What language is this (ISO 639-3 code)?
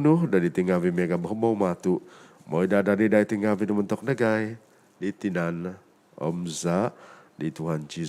dtp